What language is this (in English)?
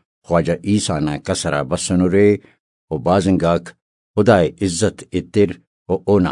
Brahui